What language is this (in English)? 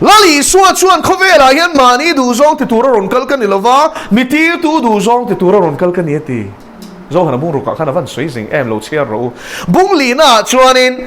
Mizo